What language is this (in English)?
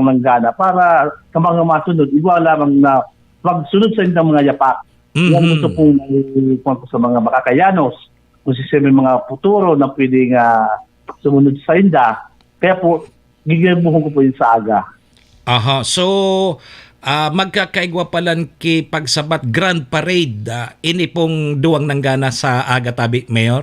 Bikol